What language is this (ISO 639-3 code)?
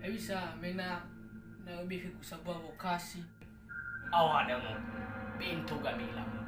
nia